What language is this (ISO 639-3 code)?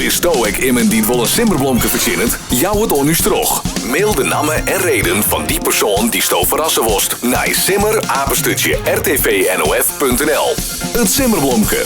fry